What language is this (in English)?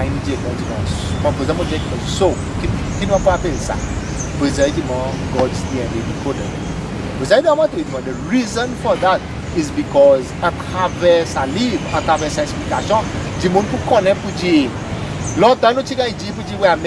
Seselwa Creole French